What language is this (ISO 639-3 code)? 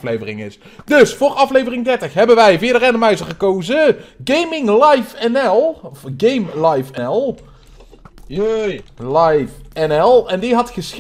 nld